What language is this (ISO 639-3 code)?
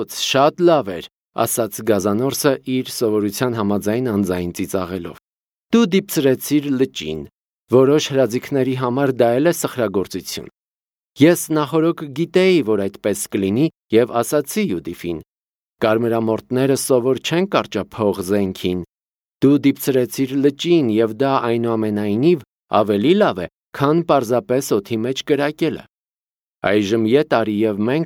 hye